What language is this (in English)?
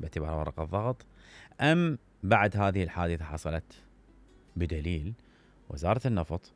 Mesopotamian Arabic